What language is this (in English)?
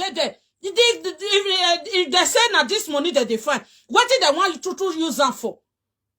Nigerian Pidgin